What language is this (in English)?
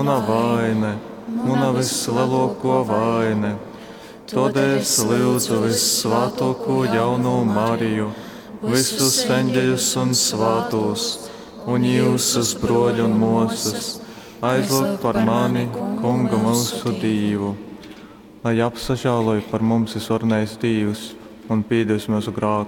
Latgalian